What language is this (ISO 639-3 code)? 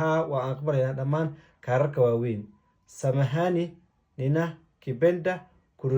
som